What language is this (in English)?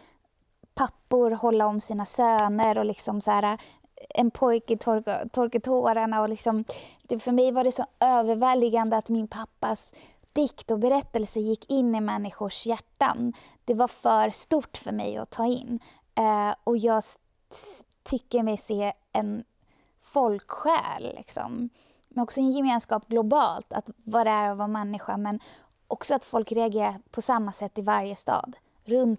Swedish